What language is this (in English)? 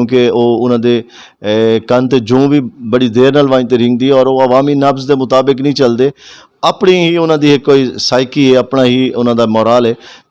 Western Panjabi